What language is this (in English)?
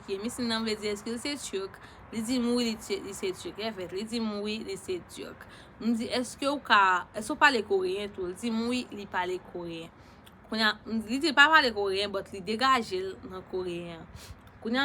Haitian Creole